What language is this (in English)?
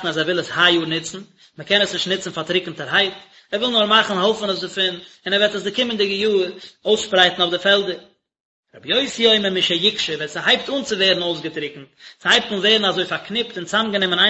Yiddish